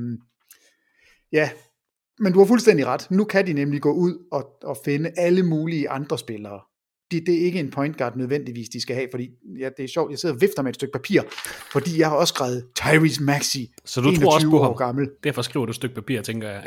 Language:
Danish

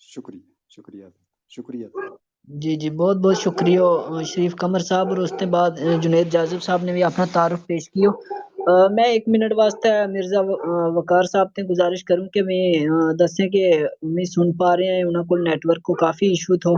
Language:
Gujari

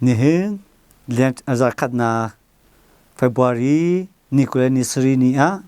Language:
Hakha Chin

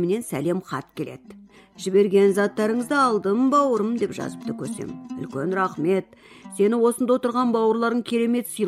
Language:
Kazakh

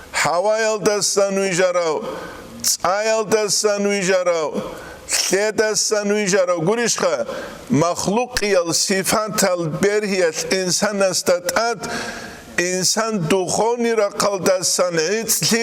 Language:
Avaric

